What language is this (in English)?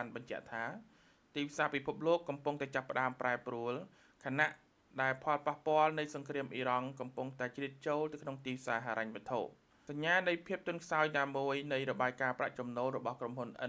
Khmer